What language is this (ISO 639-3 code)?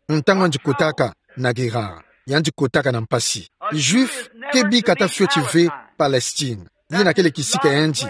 ktu